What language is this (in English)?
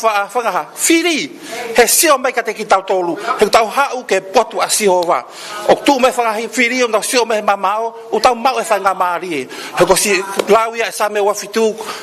Tongan